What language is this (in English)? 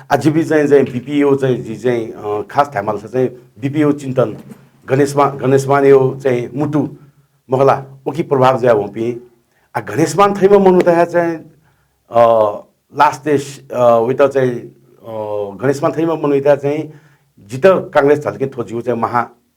Newari